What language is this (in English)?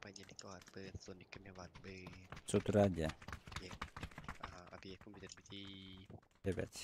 Yakut